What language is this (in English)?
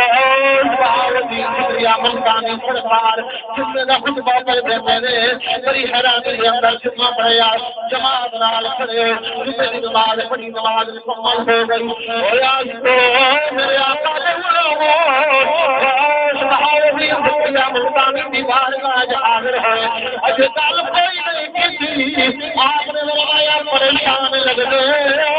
Saraiki